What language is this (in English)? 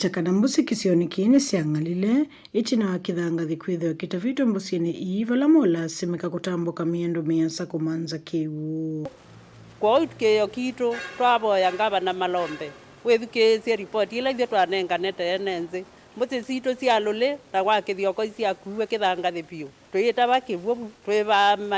Kamba